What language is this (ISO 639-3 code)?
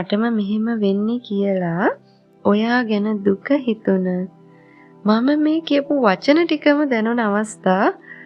sin